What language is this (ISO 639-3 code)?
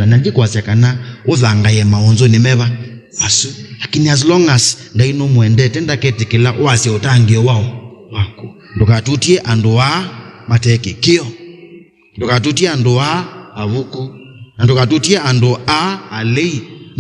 kam